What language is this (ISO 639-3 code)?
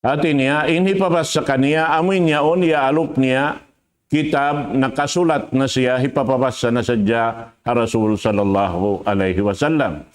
tsg